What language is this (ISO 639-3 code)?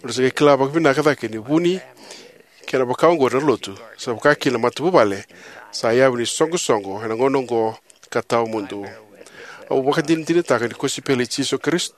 fij